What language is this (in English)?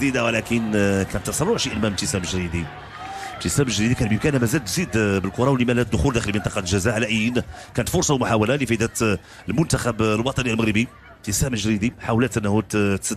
Moroccan Arabic